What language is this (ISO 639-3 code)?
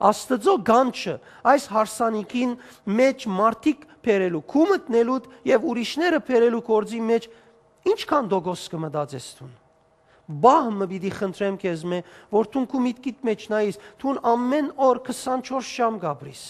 hyw